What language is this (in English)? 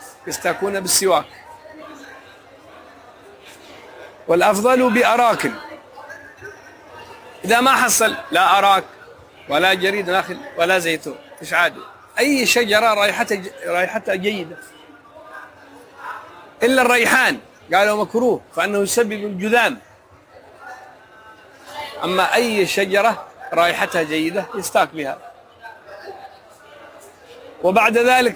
Arabic